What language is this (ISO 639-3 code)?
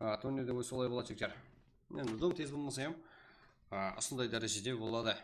kaa